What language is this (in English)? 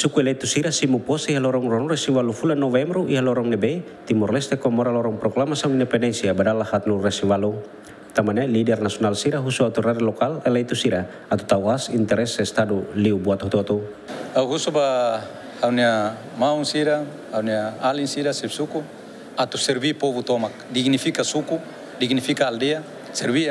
Tetum